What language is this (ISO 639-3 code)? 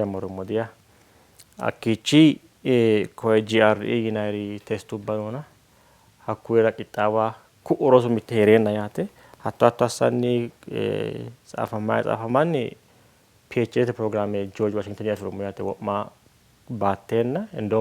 sid